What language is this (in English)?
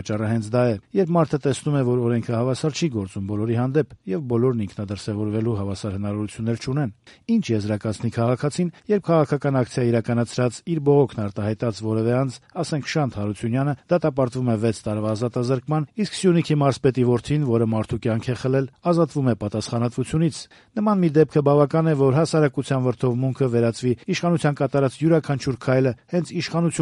Armenian